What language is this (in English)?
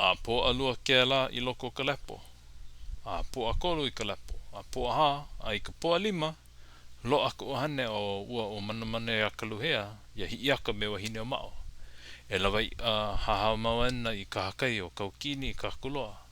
Hawaiian